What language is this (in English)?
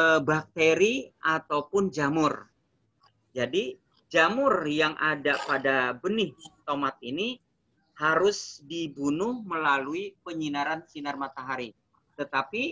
Indonesian